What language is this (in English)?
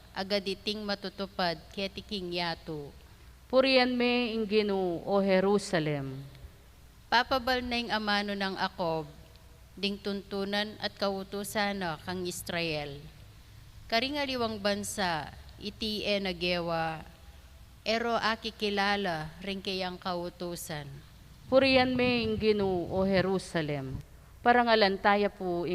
Pampanga